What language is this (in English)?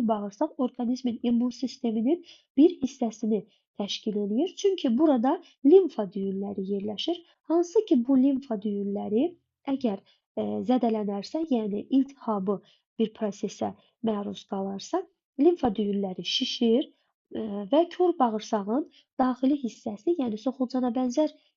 Azerbaijani